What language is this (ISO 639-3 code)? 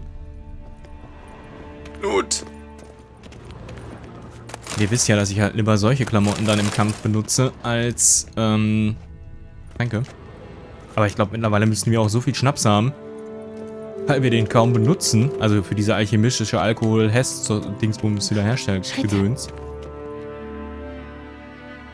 deu